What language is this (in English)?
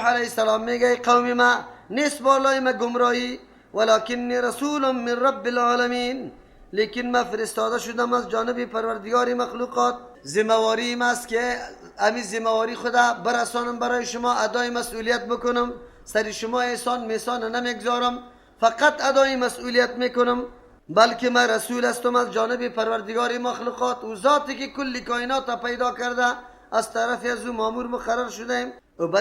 Persian